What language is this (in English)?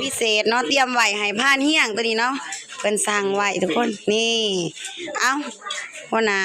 Lao